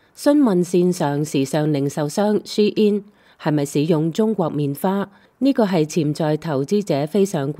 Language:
Cantonese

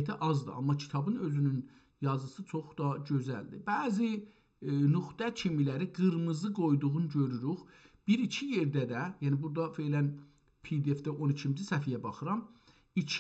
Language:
South Azerbaijani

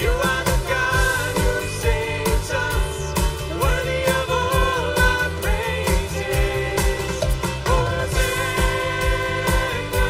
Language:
Plautdietsch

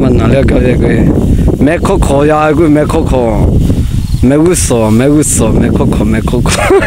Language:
Lahu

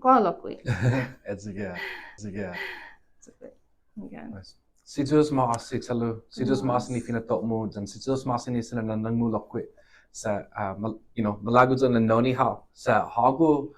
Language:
Chamorro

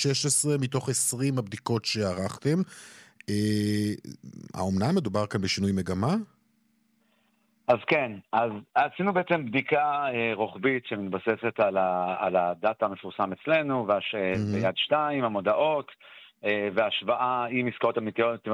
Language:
Hebrew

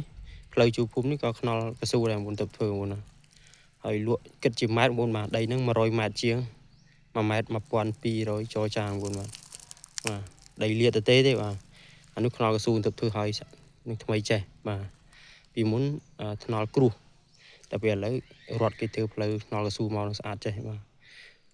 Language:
Khmer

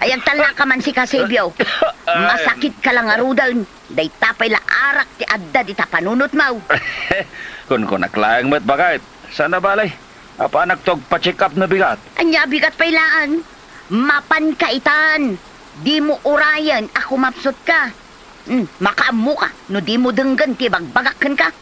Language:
Iloko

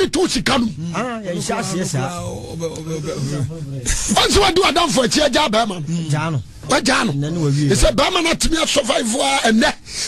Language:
Akan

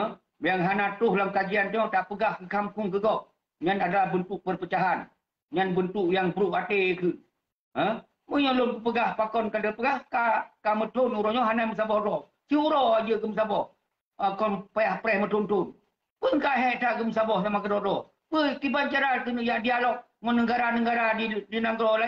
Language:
Achinese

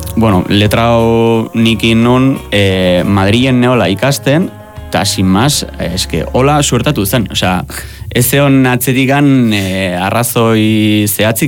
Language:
Basque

